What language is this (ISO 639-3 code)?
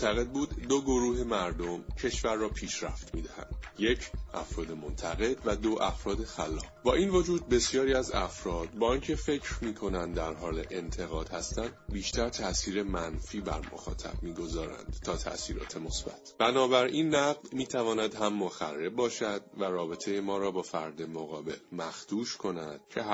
fas